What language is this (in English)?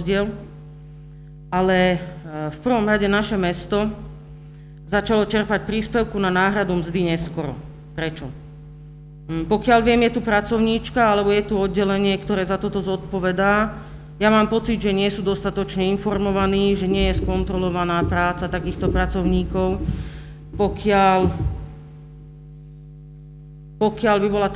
Slovak